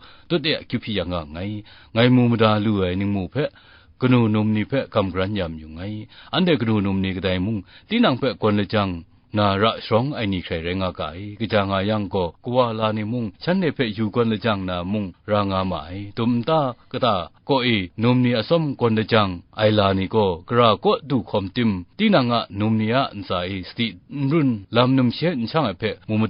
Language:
Kachin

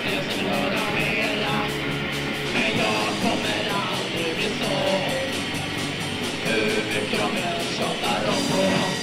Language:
Swedish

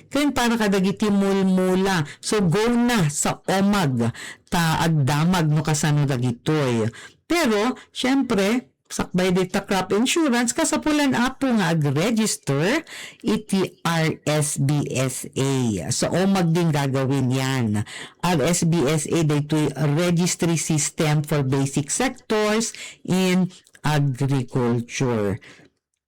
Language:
Iloko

